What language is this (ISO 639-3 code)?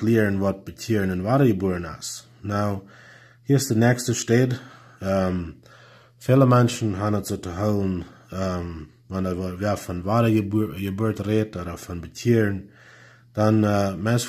pdt